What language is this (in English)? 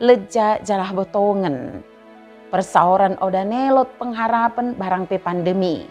Batak Dairi